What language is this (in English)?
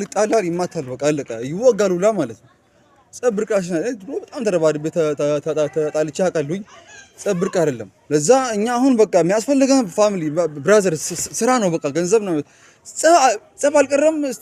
Amharic